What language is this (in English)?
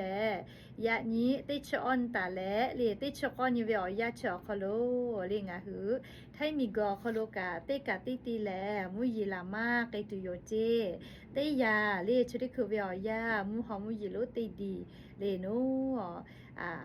Lahu